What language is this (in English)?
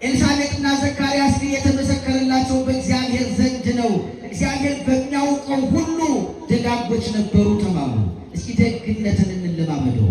Amharic